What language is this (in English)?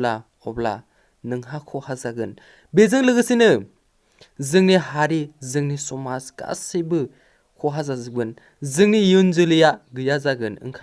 Bodo